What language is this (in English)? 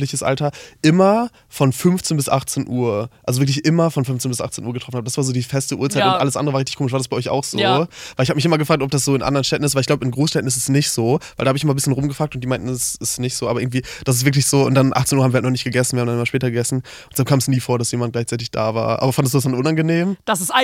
German